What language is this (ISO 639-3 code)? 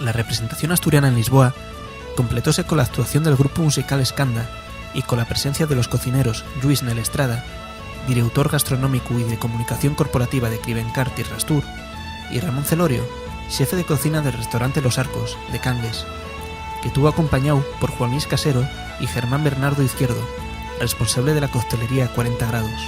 ast